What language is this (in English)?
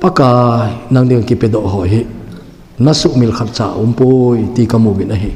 Thado Chin